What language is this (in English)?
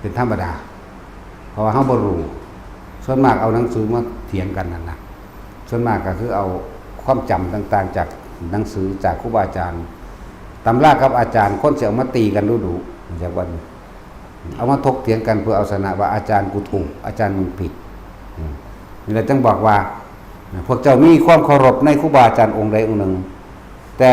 Lao